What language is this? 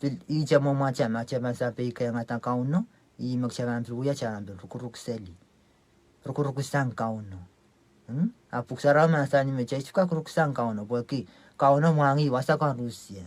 Pohnpeian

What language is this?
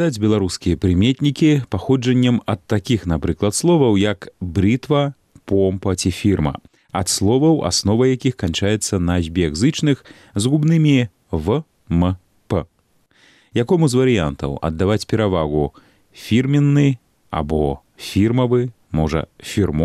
Belarusian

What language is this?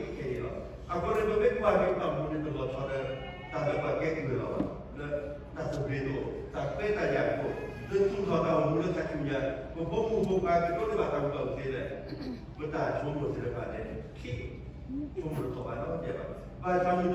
S'gaw Karen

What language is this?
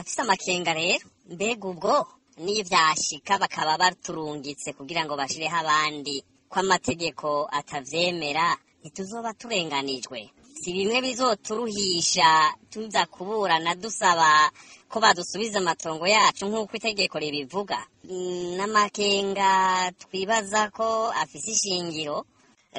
Rundi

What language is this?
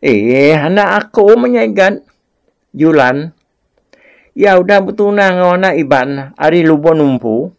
Iban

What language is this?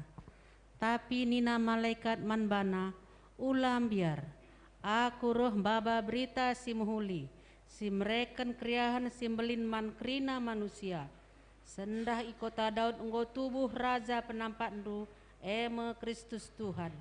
Batak Karo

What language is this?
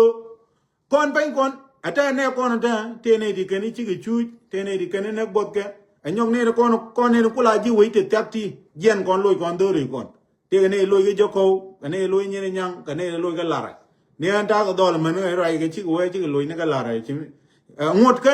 Nuer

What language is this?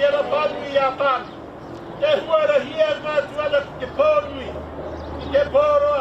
Māori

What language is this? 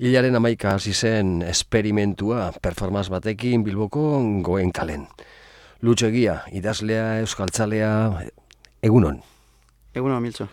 Basque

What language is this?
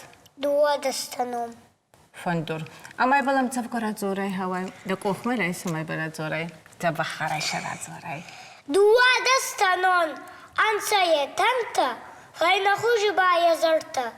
Ossetic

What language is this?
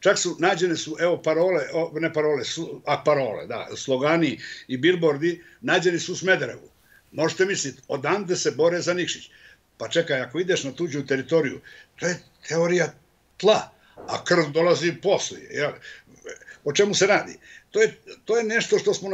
Bosnian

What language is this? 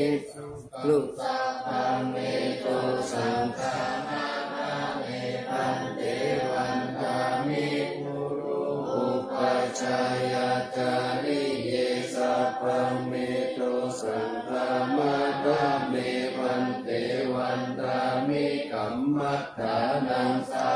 Pali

